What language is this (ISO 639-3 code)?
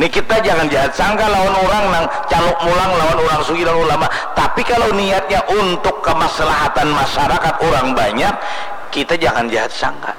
bjn